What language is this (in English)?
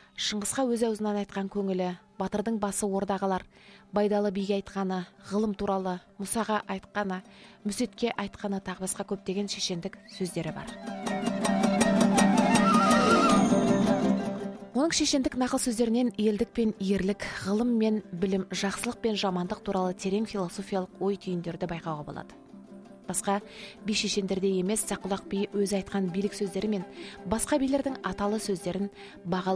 Kazakh